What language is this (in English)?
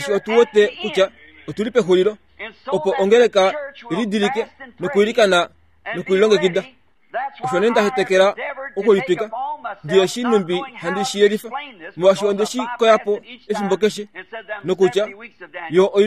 Kuanyama